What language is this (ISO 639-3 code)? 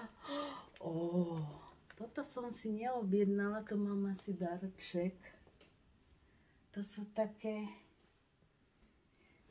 slk